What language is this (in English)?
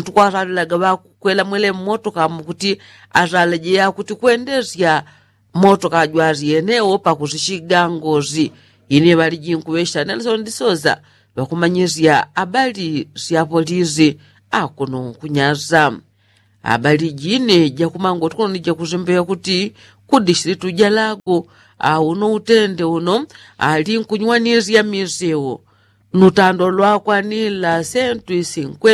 Yao